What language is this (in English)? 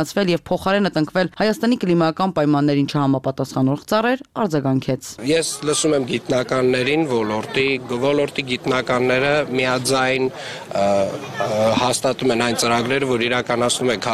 Armenian